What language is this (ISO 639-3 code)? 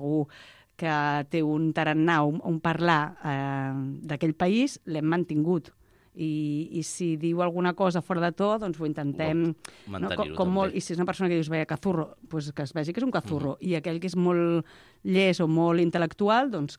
cat